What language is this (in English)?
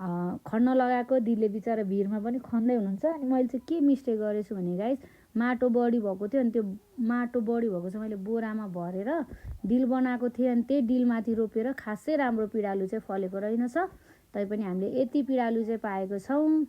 Nepali